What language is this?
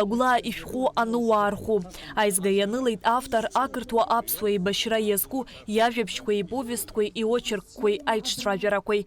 Abkhazian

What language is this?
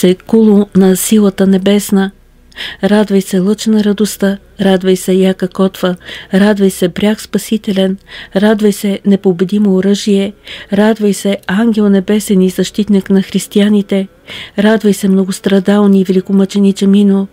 Bulgarian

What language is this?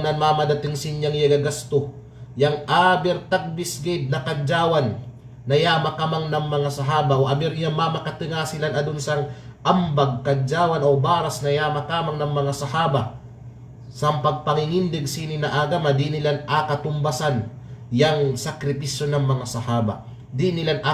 Kalagan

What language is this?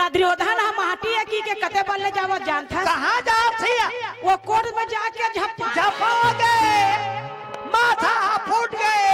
Chhattisgarhi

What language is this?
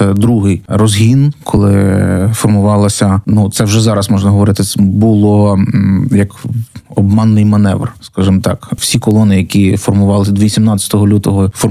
Ukrainian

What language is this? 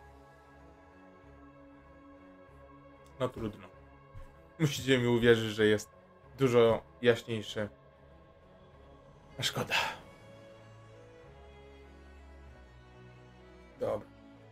Polish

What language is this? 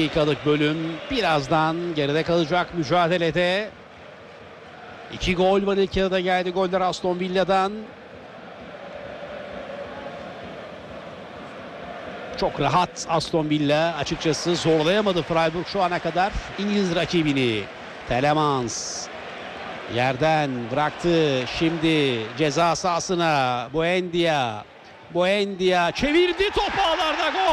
Turkish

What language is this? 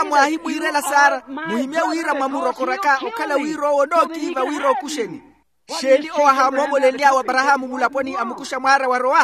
Makhuwa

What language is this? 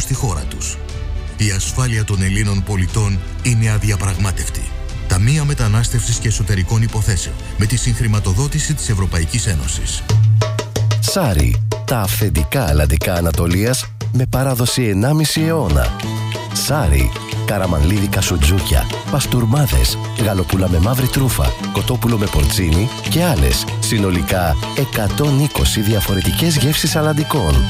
Greek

